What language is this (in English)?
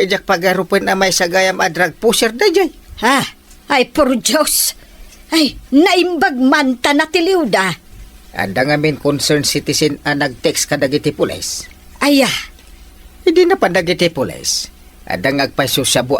Iloko